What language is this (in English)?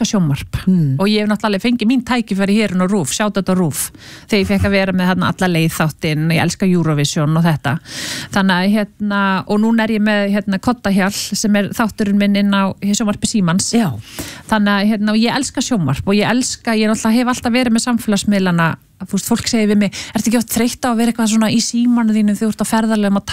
Icelandic